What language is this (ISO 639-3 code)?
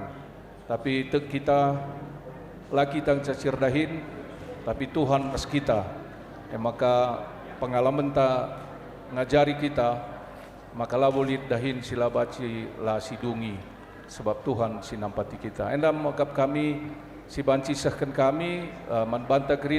btx